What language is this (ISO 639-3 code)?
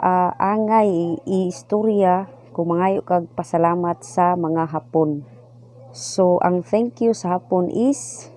ceb